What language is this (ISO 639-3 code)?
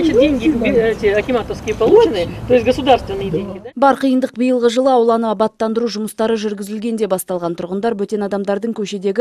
kaz